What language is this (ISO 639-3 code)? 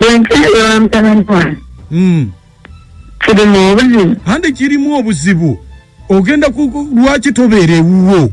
lug